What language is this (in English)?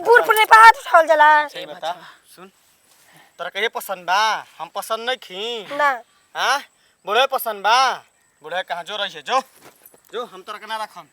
Bhojpuri